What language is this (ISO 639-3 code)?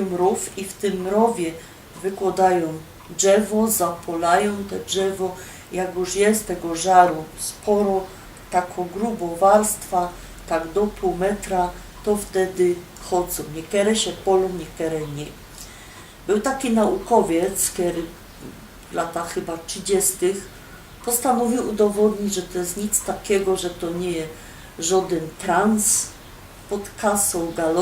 szl